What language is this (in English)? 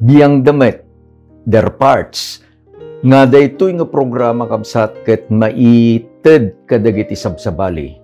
Iloko